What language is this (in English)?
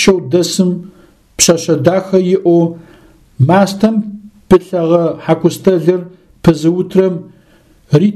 Adyghe